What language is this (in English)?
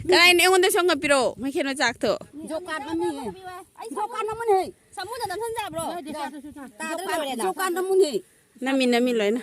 Manipuri